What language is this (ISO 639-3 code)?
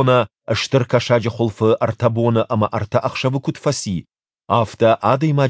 oss